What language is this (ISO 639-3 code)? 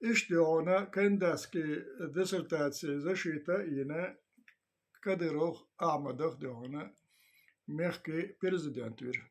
che